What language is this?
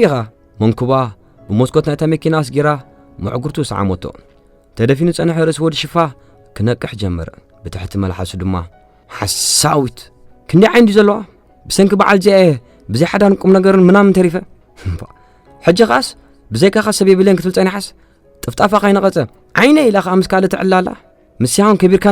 Tigrinya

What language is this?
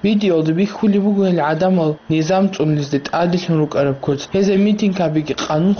Avaric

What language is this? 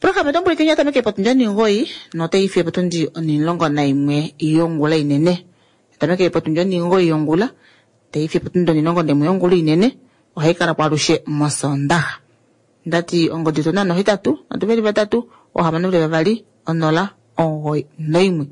Kuanyama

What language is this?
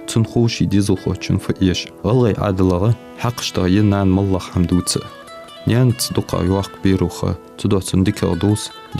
Ingush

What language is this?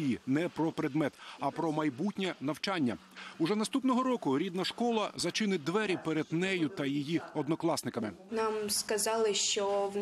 Ukrainian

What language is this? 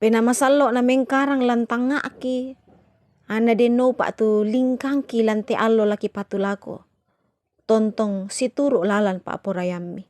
Toraja-Sa'dan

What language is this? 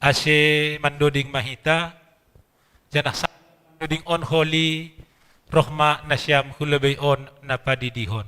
Batak Simalungun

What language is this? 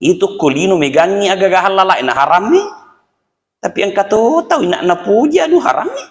Buginese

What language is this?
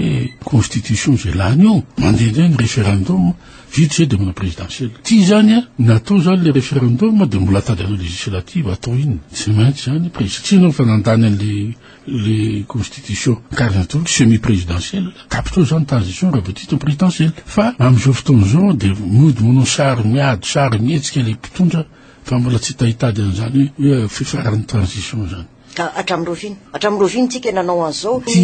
Malagasy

